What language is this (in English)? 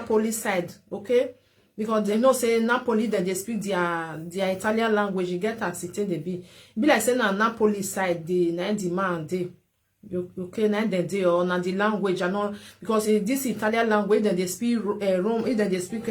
Nigerian Pidgin